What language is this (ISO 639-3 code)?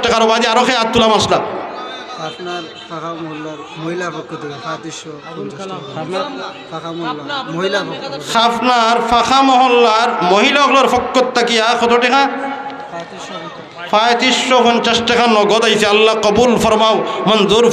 syl